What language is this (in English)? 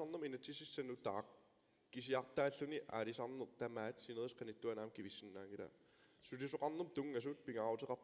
Kalaallisut